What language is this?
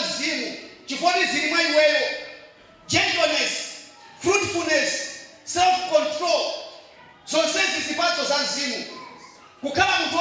Nyanja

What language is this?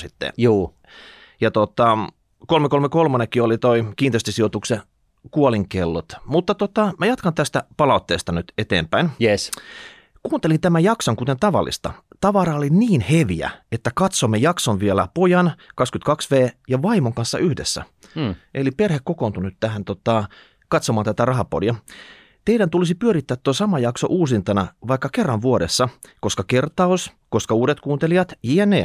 Finnish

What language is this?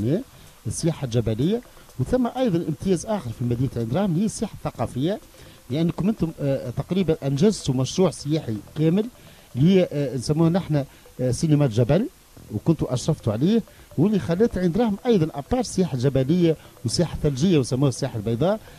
Tunisian Arabic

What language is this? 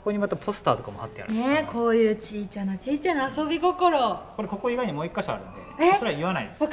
Japanese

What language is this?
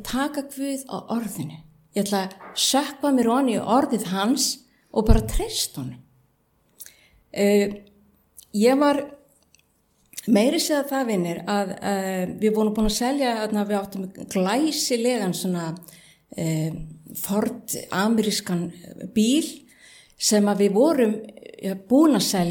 Icelandic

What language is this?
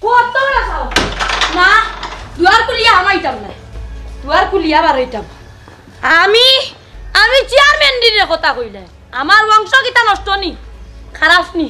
Sylheti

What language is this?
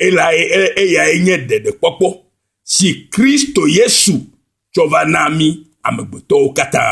Ewe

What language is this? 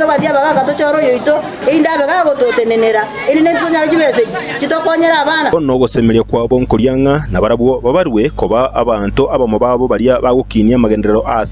Gusii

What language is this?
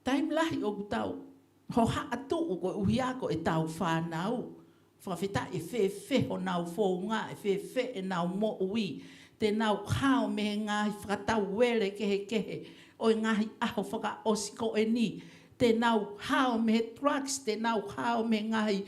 Tongan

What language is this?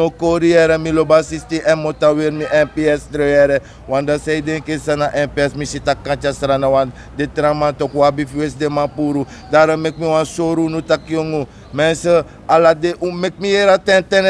Sranan Tongo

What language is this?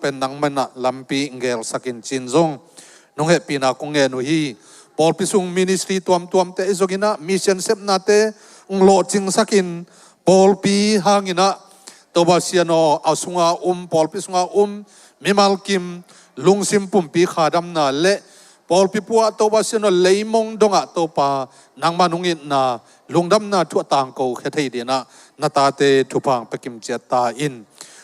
Tedim Chin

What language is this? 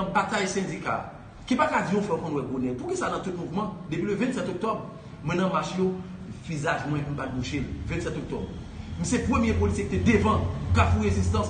Haitian Creole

